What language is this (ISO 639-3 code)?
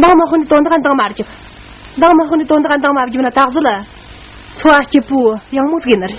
bod